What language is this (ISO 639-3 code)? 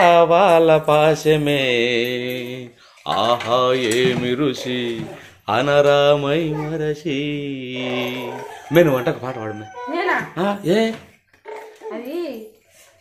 tel